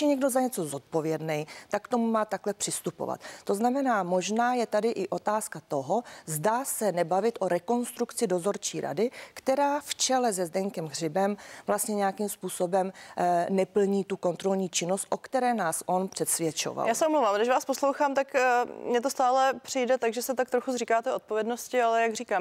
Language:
Czech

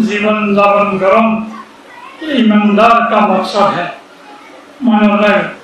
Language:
Rohingya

